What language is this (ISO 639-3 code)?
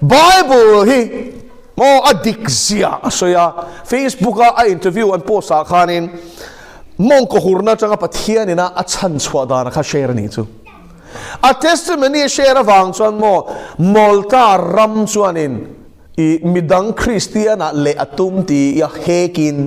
lus